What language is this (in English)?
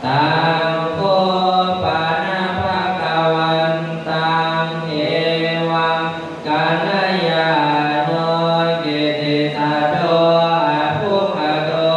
Pali